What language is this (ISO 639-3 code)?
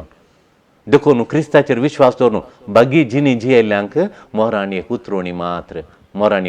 kok